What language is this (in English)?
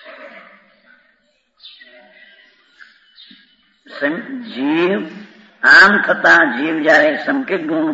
Gujarati